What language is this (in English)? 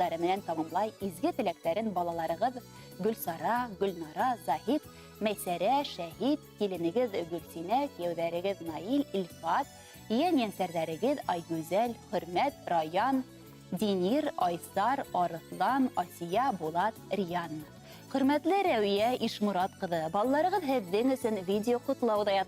Bashkir